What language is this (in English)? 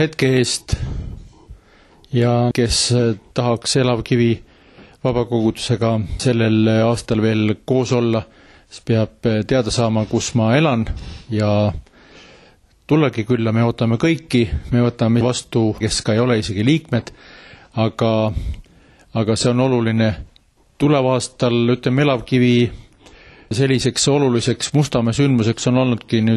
Estonian